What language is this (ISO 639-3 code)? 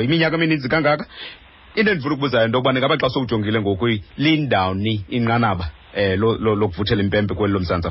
xho